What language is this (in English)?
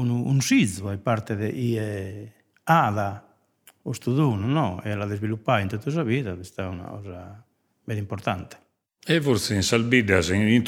Sardinian